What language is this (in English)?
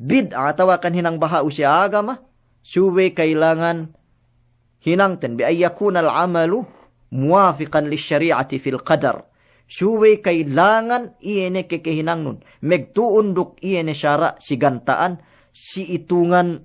Yakan